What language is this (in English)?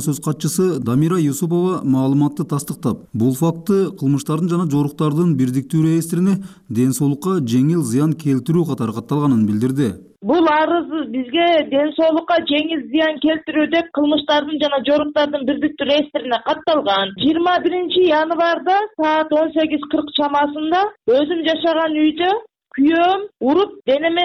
Kyrgyz